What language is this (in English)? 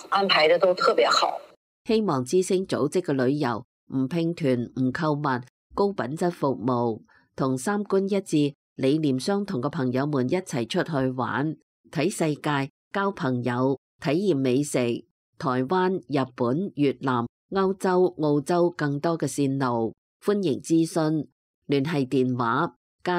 Cantonese